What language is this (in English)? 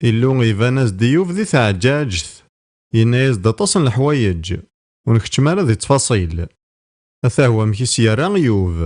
Kabyle